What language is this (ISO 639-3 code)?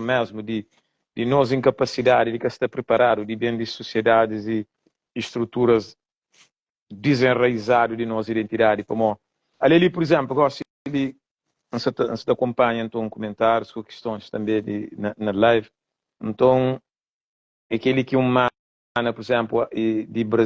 kea